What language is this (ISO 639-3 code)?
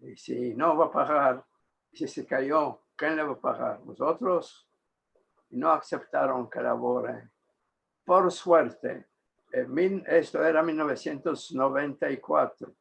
lad